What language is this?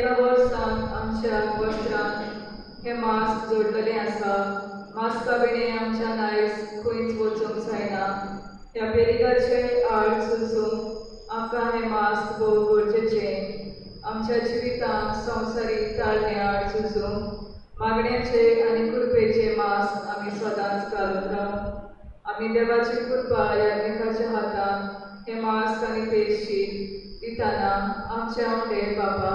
Konkani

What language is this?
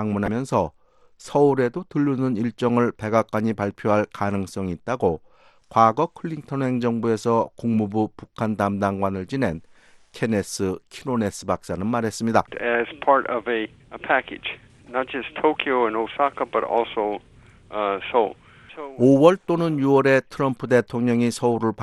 Korean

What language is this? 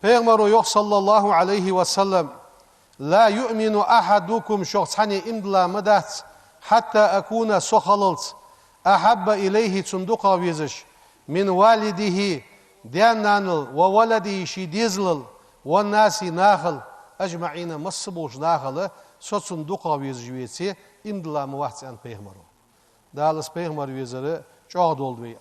Ingush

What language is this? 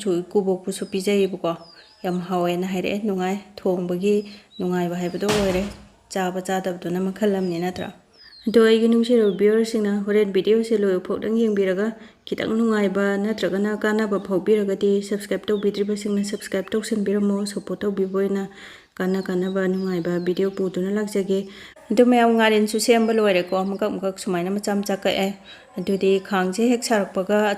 Manipuri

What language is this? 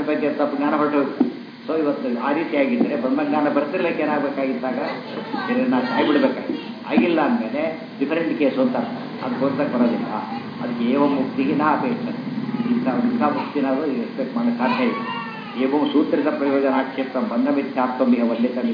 Kannada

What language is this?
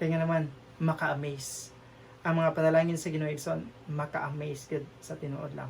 Cebuano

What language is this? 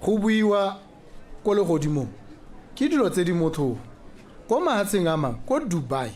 Tswana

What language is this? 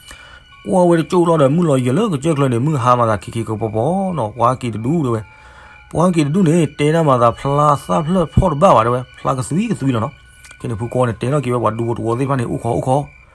S'gaw Karen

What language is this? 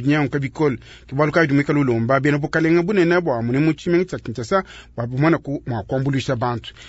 Luba-Lulua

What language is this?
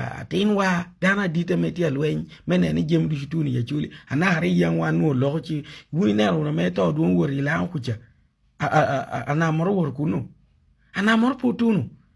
Acoli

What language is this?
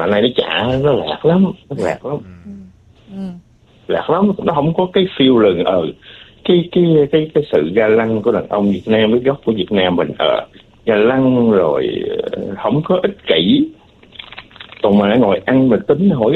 Vietnamese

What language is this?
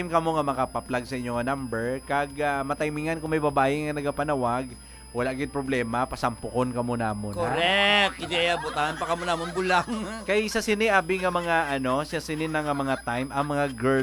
Hiligaynon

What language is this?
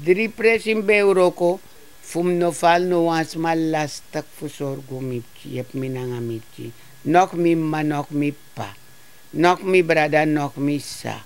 Sranan Tongo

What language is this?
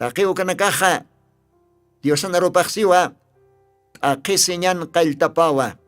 Aymara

